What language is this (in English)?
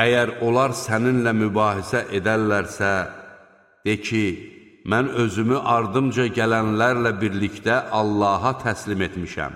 Azerbaijani